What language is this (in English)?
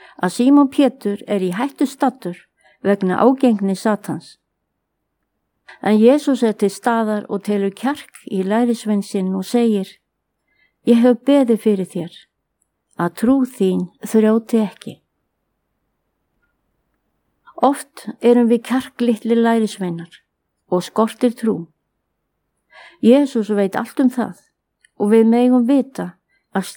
Icelandic